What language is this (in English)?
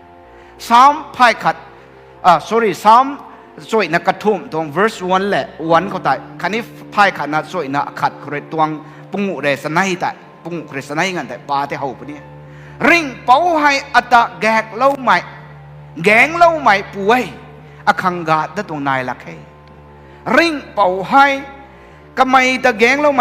Rongmei Naga